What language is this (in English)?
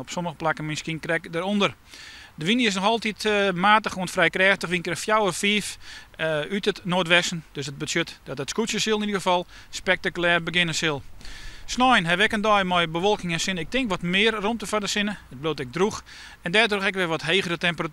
Western Frisian